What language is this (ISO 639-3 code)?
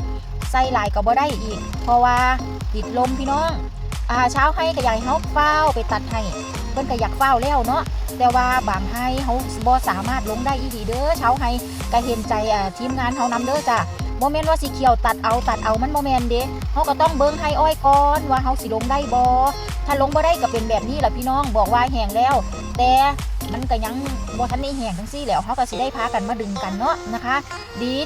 tts